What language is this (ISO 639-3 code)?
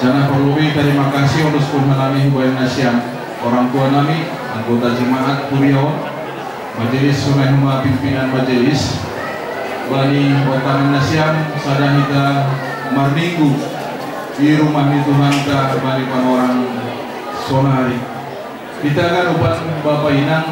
bts